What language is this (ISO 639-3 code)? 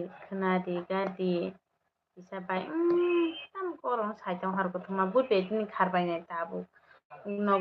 trp